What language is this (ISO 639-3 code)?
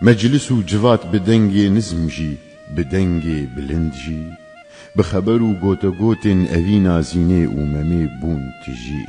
kur